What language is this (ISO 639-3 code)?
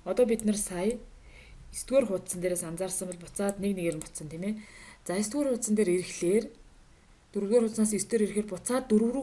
mon